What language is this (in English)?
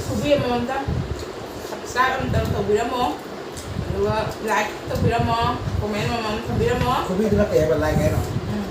Manipuri